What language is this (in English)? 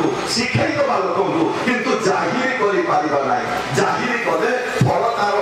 Odia